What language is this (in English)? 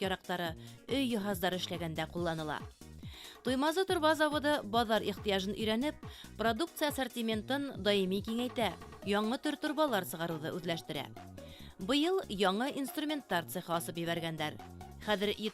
Bashkir